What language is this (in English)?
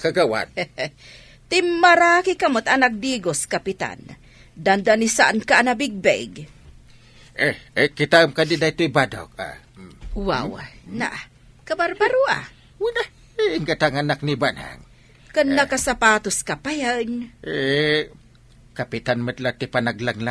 Iloko